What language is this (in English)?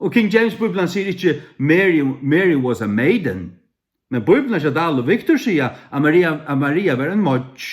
Faroese